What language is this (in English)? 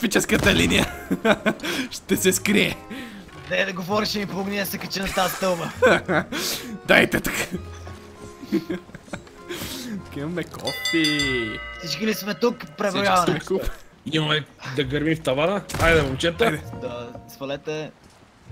Bulgarian